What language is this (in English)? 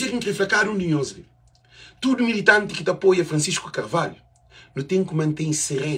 Kabuverdianu